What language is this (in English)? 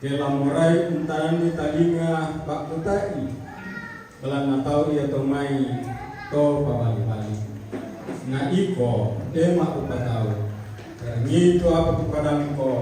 Toraja-Sa'dan